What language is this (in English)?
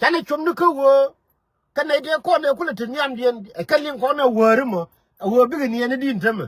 Nuer